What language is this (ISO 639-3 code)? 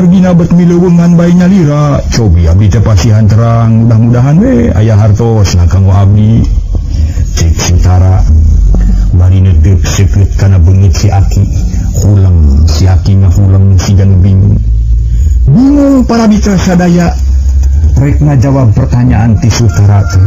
sun